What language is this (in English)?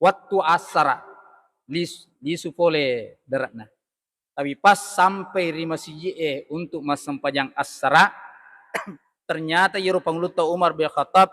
Buginese